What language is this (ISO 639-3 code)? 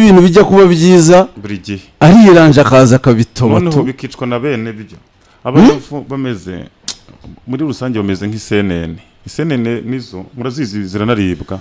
kin